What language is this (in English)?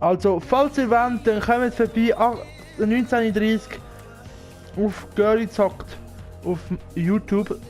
Swiss German